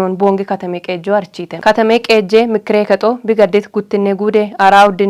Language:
Kafa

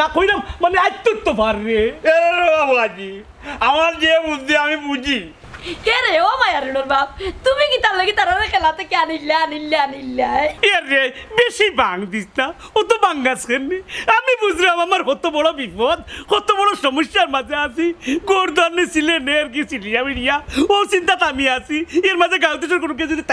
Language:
Sylheti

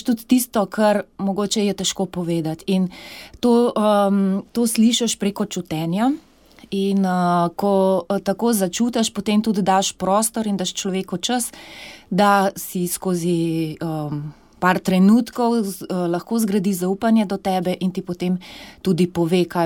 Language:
Slovenian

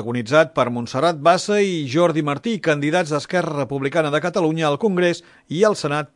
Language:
Catalan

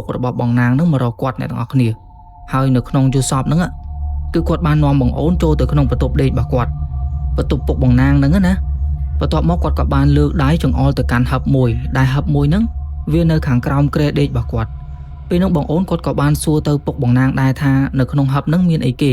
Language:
Khmer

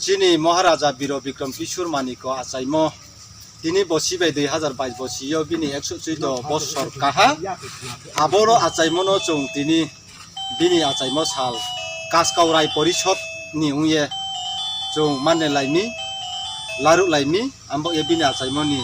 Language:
Riang (India)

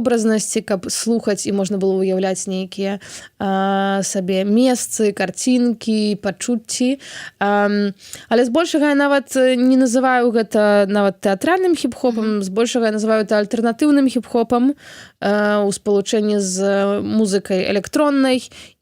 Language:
Belarusian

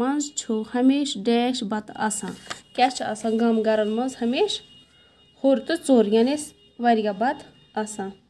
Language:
Kashmiri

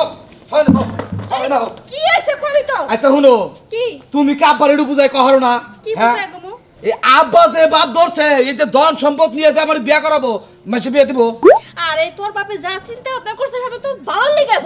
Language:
Sylheti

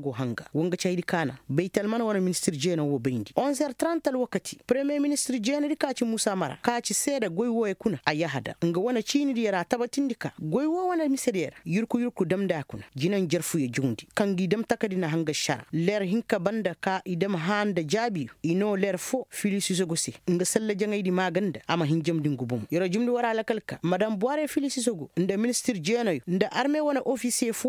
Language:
Koyraboro Senni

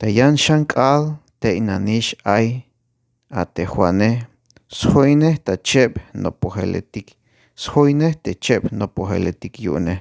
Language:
Tzeltal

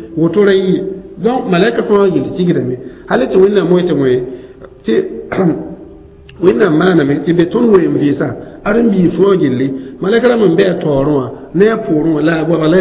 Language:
Mossi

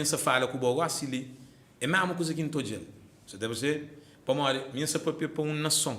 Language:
Kabuverdianu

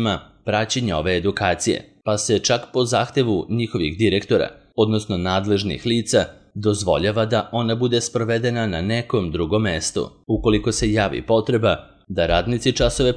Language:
Serbian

